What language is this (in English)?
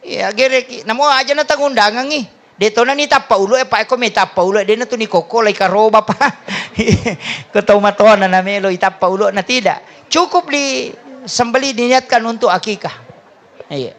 Buginese